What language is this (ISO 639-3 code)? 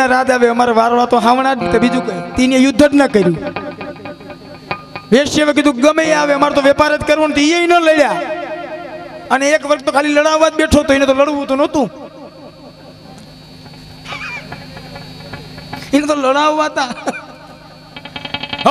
guj